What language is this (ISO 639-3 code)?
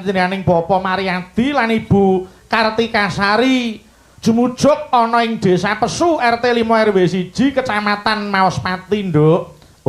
jav